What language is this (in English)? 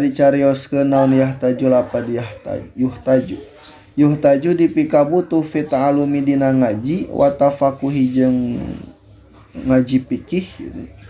Sundanese